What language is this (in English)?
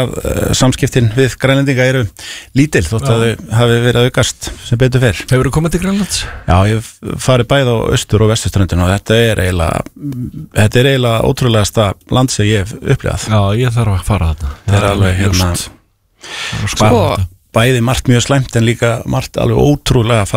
Icelandic